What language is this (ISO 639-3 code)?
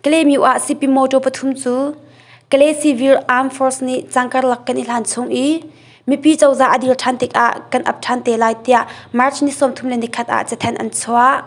cnh